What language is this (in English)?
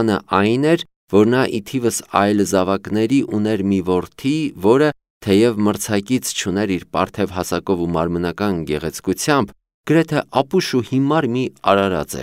Armenian